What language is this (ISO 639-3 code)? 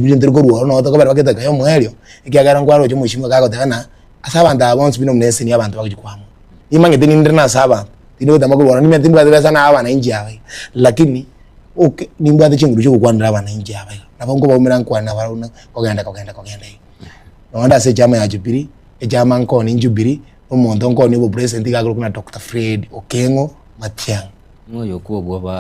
guz